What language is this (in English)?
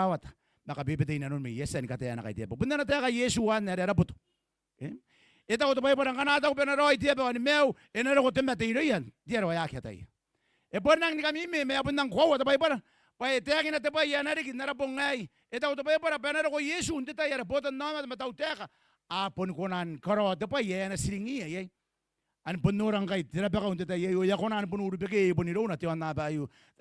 Gilbertese